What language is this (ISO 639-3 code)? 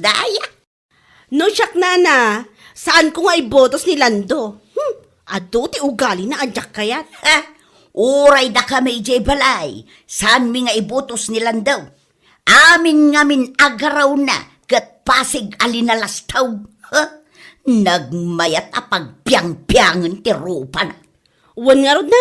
ilo